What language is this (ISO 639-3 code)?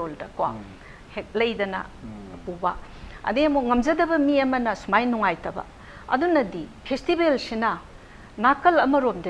mni